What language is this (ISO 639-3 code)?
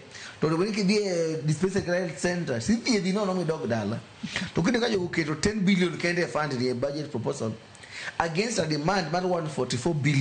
luo